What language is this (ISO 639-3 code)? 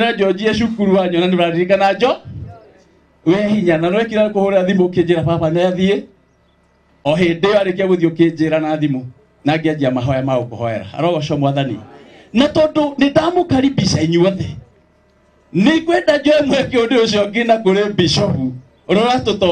kik